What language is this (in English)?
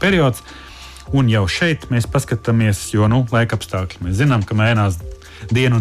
Latvian